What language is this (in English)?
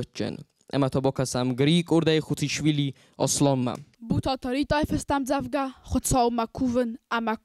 Ossetic